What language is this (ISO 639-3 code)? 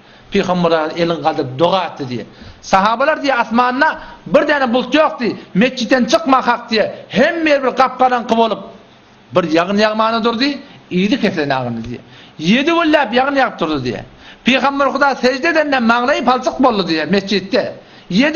tuk